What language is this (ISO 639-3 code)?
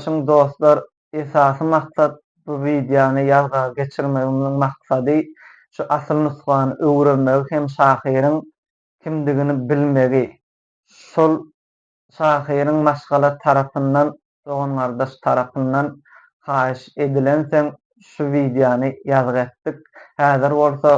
tuk